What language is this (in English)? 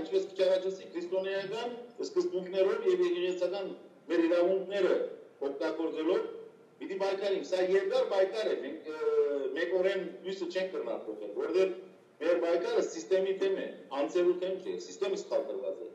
Western Armenian